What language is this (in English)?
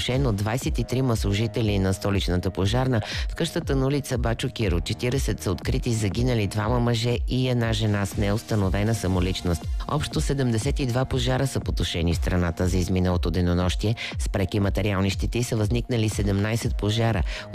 Bulgarian